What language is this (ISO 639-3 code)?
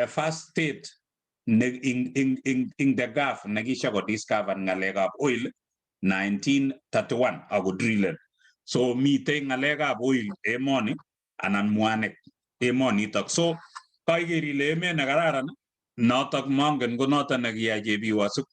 kln